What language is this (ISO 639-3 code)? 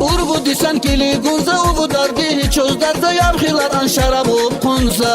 tab